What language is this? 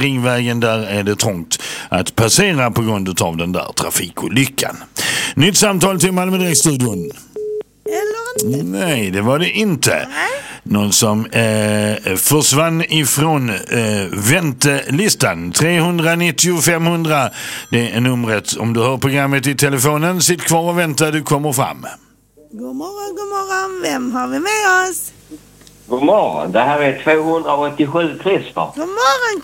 Swedish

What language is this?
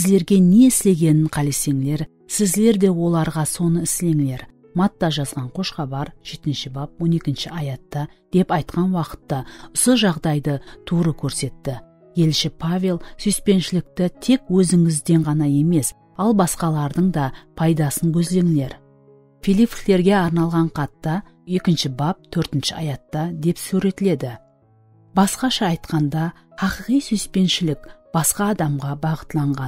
Kara-Kalpak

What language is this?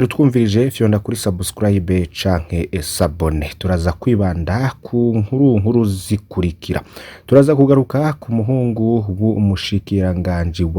Rundi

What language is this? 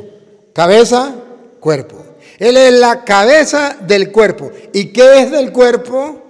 Spanish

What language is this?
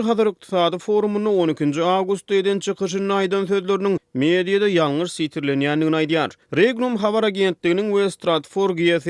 Turkmen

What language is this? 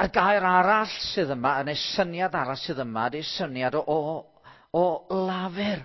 Welsh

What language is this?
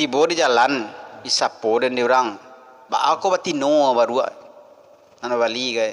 Minangkabau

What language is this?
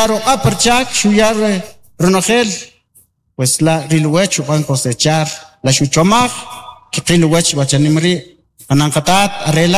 Kʼicheʼ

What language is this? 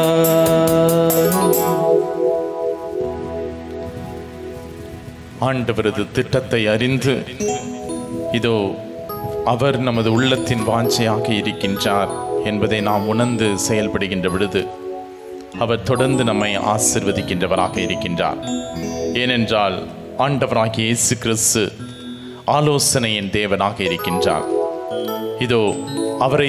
Tamil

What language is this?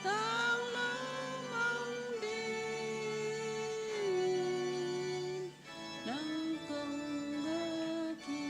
Tedim Chin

